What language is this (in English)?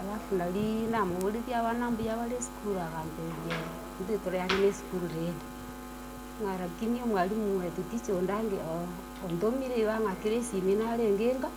Gusii